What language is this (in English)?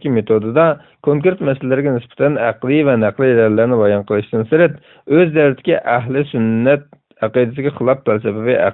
Uyghur